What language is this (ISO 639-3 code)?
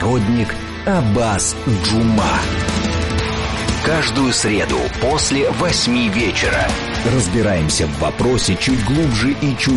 rus